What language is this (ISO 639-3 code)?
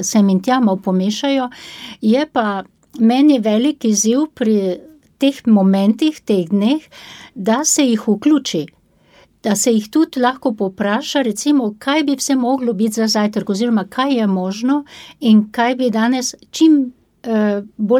slv